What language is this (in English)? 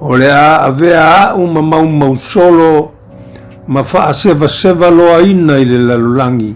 Samoan